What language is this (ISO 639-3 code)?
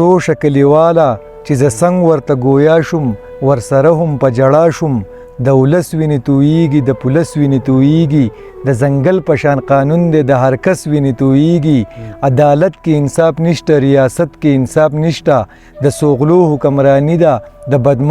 pus